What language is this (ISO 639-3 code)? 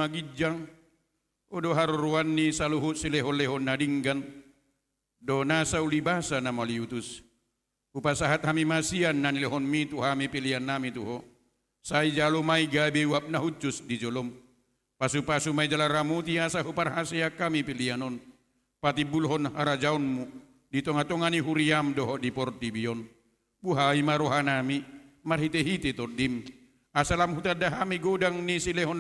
bbc